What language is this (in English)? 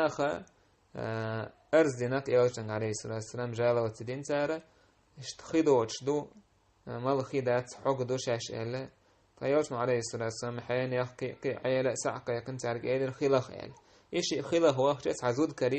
Chechen